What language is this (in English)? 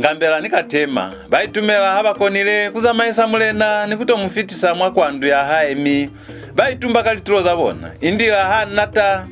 Lozi